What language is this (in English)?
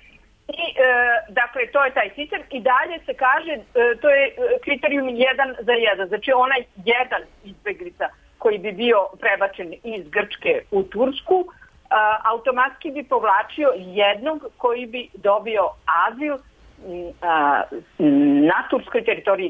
Serbian